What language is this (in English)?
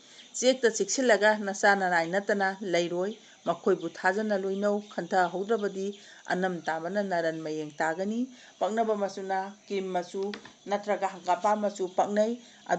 Manipuri